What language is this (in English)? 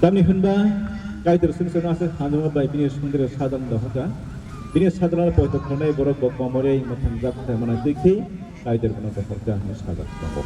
Kok Borok